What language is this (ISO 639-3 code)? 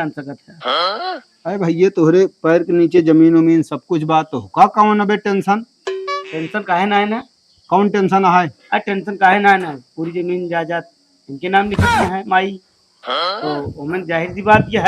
awa